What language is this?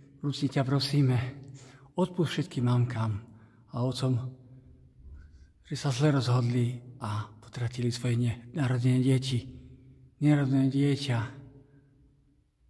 Slovak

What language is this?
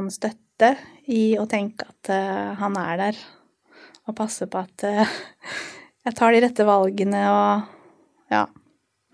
Norwegian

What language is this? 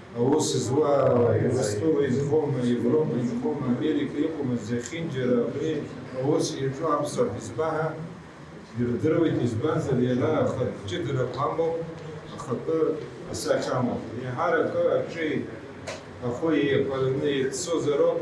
Abkhazian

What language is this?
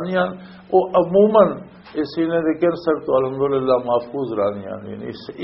Western Panjabi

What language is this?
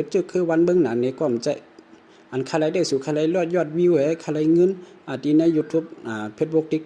Shan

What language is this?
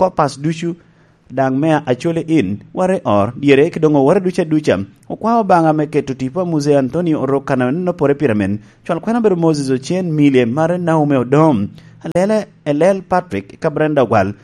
Lango (Uganda)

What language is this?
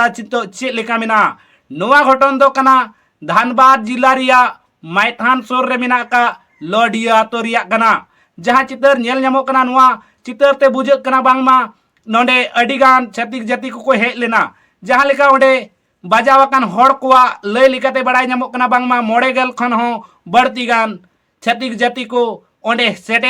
Santali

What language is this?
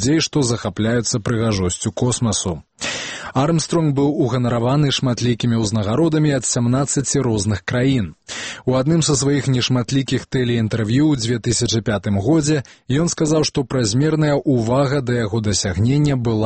Belarusian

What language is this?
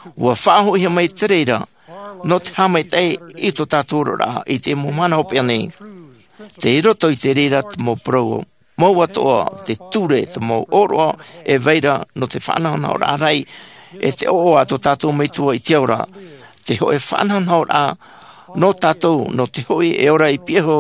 Tahitian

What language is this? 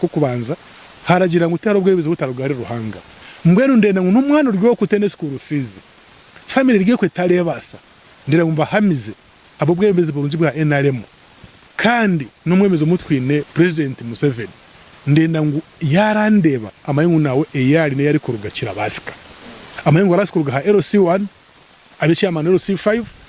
Nyankole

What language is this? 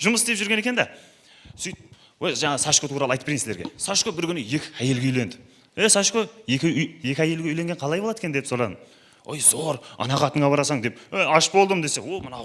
Kara-Kalpak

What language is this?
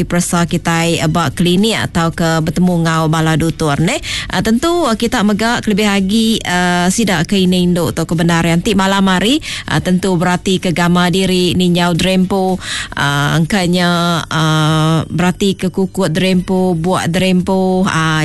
Iban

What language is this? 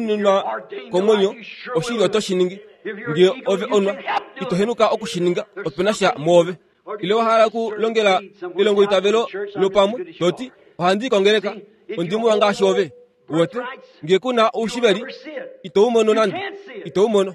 Kuanyama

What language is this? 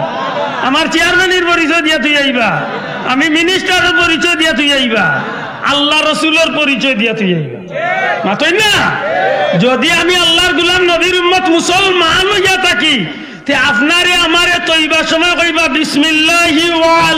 Sylheti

